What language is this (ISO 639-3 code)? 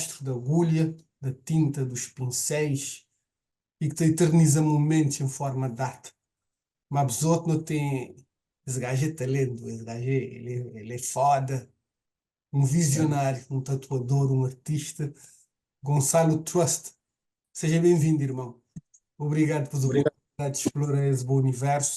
kea